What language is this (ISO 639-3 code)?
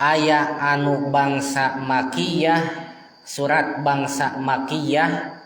sun